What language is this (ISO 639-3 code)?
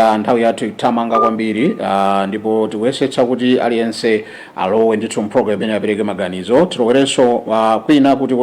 nya